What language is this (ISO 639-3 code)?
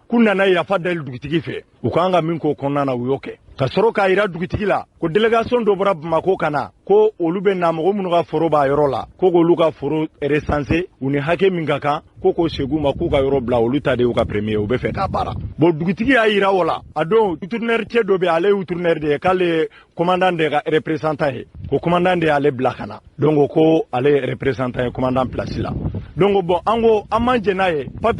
bam